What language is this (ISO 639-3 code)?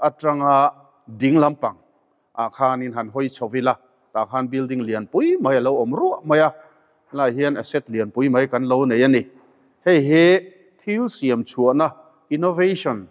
lus